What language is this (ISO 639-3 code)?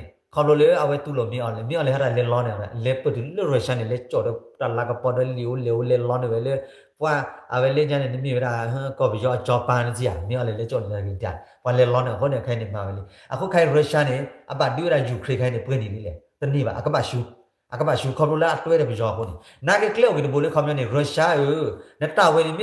ksw